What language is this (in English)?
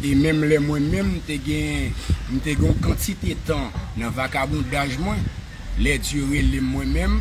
Haitian Creole